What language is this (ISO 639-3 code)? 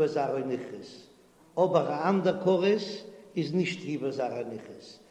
yid